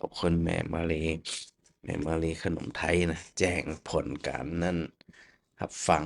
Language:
Northern Thai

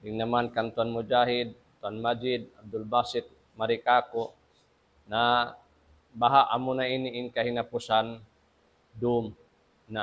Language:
Tausug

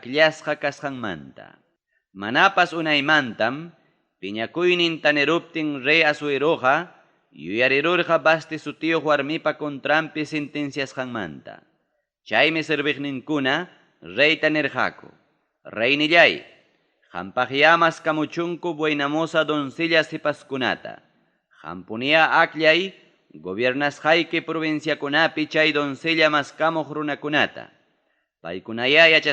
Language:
Ayacucho Quechua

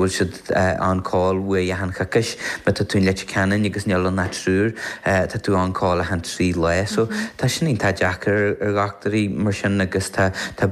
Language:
Irish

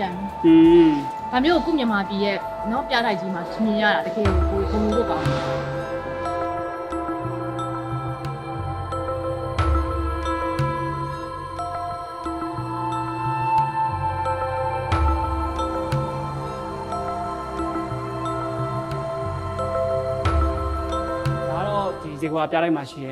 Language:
Burmese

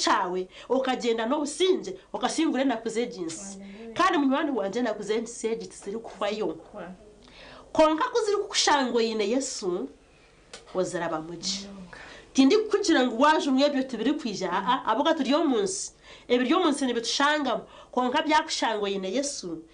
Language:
Nyankole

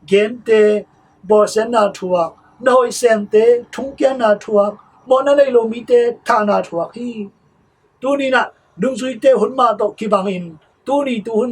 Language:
Tedim Chin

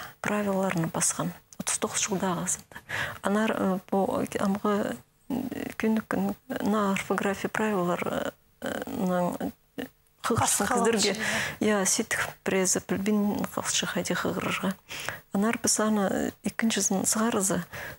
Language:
Khakas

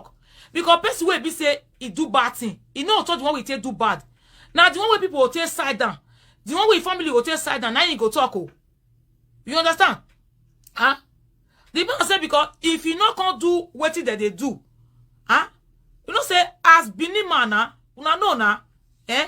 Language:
Nigerian Pidgin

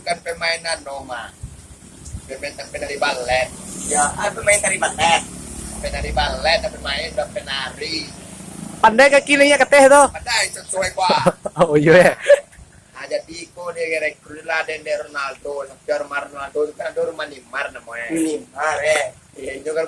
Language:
Minangkabau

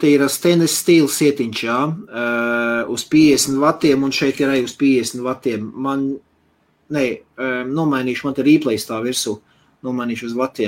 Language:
Latvian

